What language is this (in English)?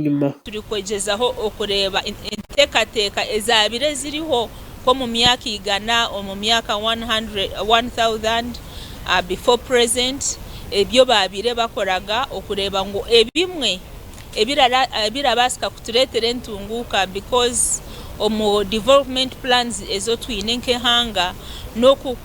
Nyankole